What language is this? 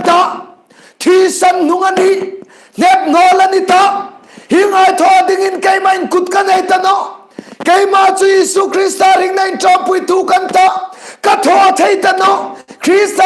Hmar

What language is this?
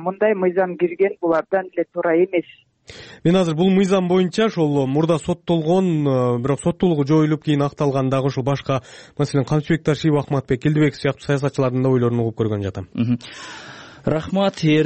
Kyrgyz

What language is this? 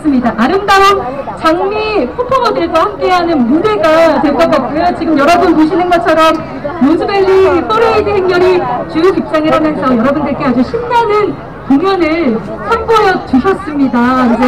Korean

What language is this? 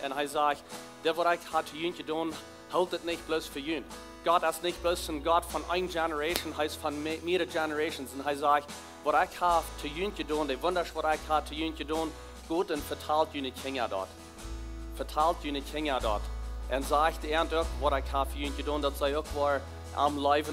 Plautdietsch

